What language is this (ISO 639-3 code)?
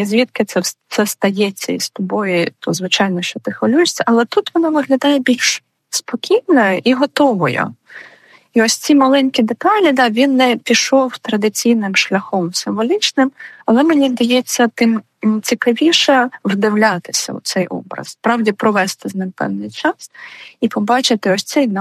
ukr